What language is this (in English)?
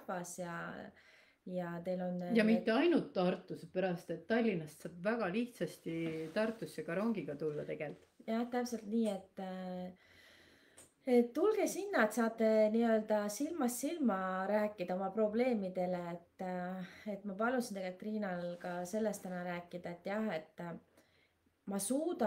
Estonian